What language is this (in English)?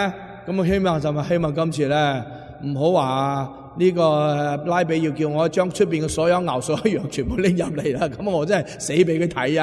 Cantonese